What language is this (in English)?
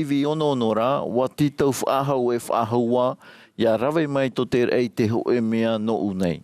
Tahitian